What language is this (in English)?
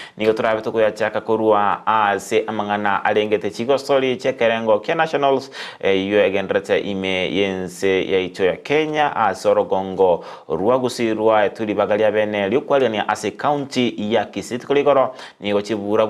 Gusii